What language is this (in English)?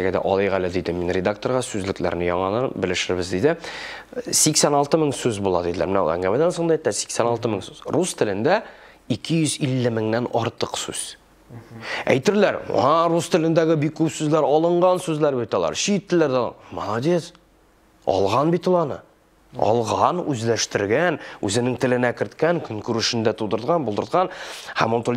Tatar